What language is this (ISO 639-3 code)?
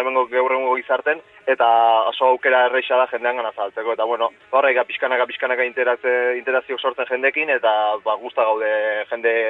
eus